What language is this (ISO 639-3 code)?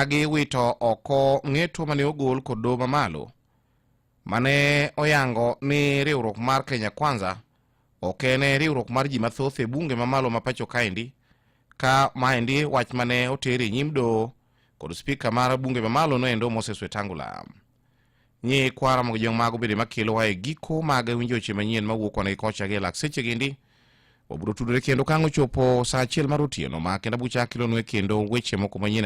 luo